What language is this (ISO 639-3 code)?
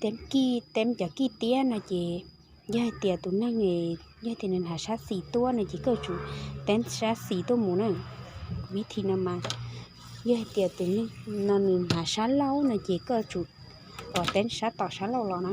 hmn